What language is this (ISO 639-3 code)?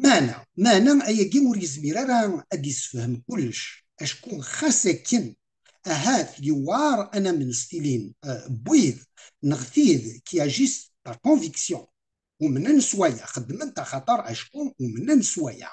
kab